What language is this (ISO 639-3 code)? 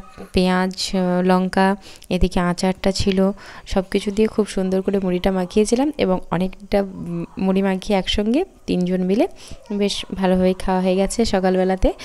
ben